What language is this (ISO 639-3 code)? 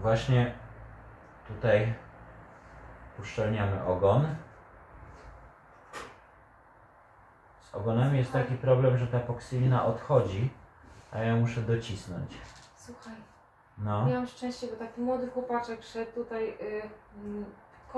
pol